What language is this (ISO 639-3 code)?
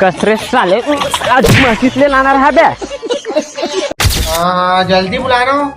hne